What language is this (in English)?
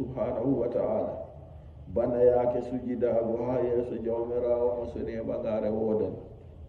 Fula